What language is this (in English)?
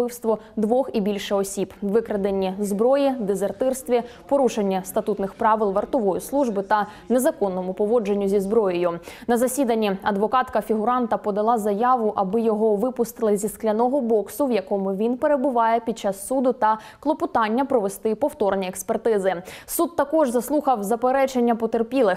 Ukrainian